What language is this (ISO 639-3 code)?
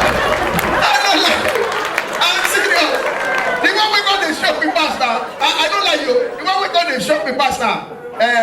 pcm